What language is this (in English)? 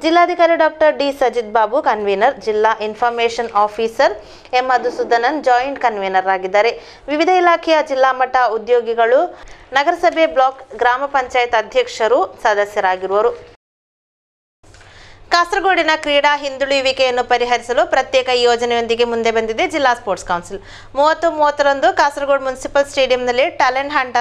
Kannada